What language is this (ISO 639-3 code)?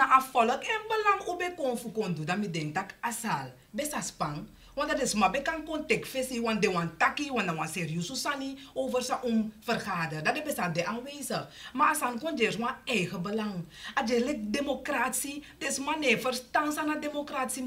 srn